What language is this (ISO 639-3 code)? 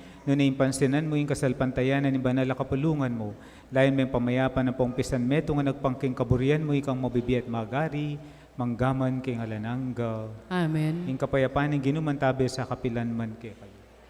pam